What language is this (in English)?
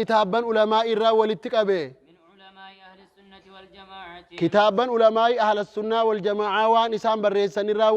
Oromo